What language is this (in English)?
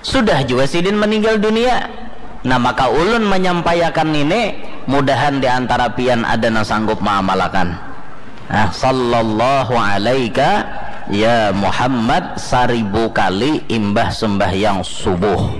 Banjar